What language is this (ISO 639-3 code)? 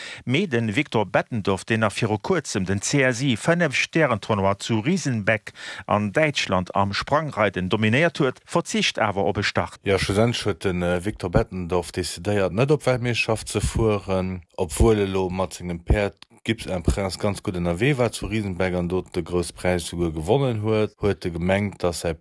ltz